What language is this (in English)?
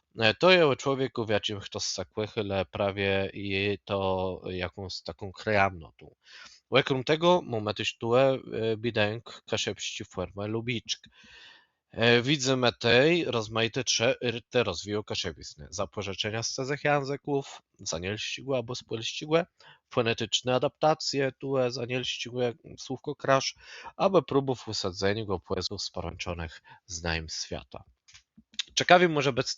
Kashubian